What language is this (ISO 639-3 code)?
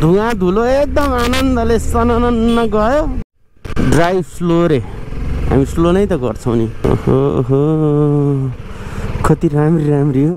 nep